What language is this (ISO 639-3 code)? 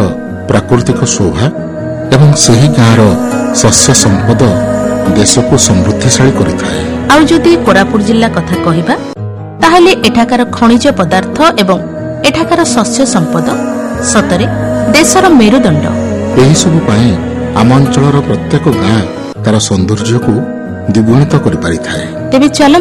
ori